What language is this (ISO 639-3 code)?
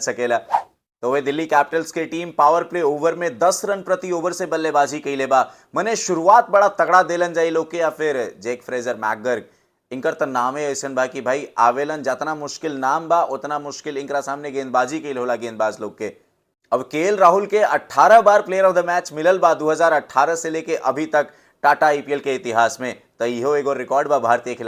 bho